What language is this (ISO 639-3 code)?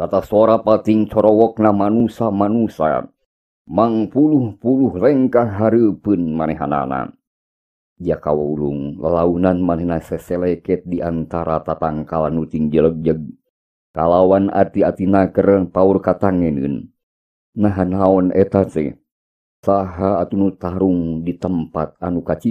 sun